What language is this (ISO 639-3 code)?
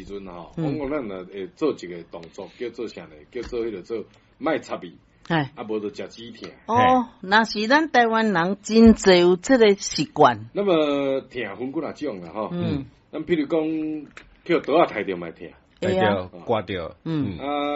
nan